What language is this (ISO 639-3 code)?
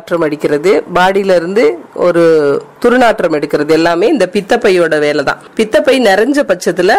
tam